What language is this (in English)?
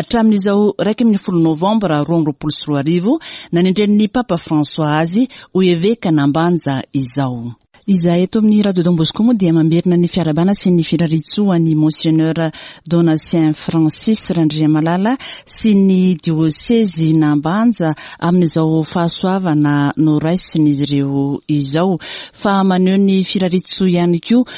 Malagasy